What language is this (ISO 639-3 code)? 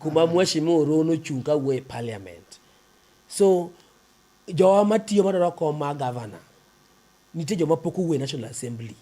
luo